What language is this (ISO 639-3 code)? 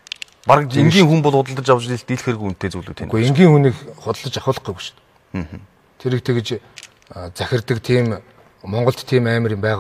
mon